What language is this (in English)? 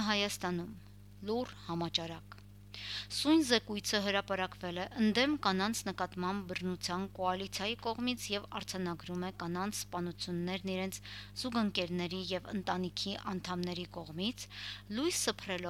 Armenian